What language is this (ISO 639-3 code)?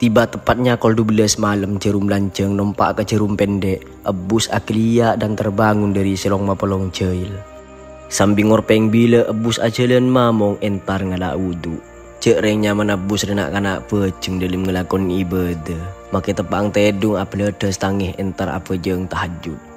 mad